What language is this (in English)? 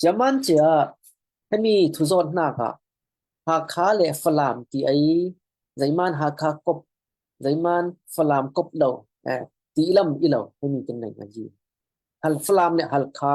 Falam Chin